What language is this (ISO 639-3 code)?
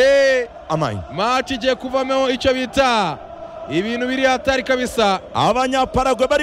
kin